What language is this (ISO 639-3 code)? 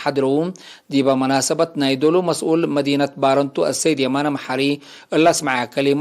tig